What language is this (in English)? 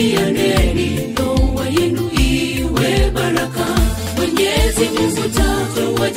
Swahili